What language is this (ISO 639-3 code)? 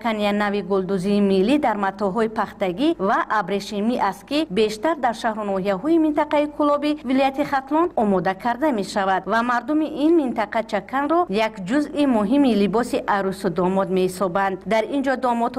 tgk